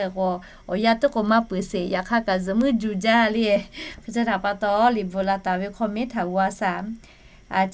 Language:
Lahu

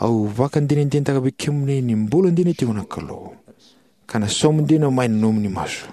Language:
Fijian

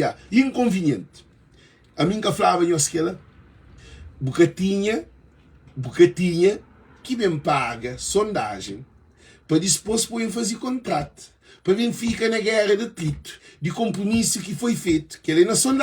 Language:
Kabuverdianu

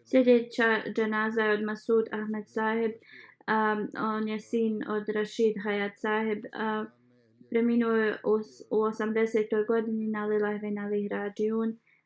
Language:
Bosnian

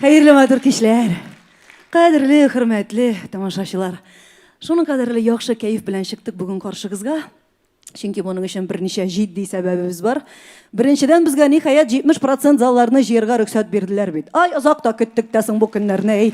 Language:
Tatar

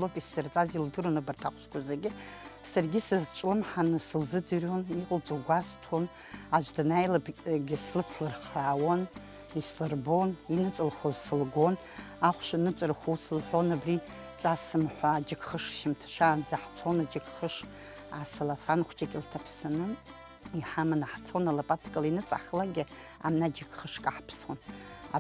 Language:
Abkhazian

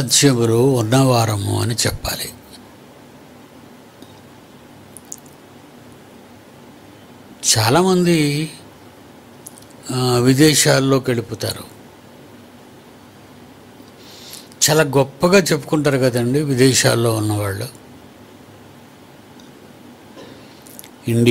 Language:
Telugu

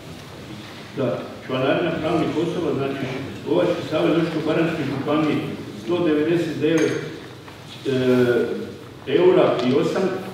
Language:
Croatian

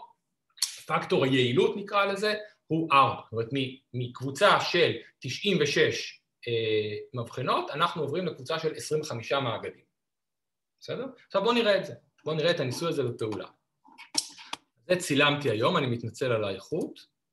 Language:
Hebrew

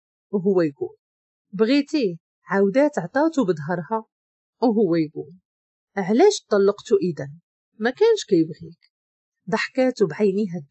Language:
Moroccan Arabic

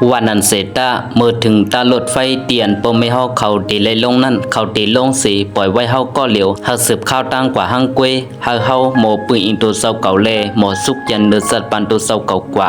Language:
Shan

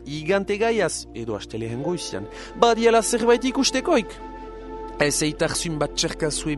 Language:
Basque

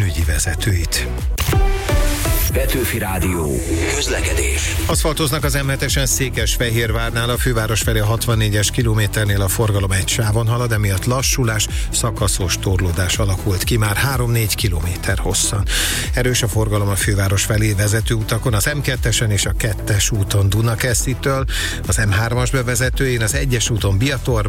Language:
Hungarian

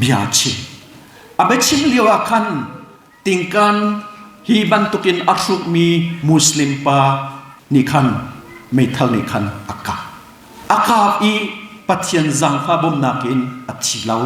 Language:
Hakha Chin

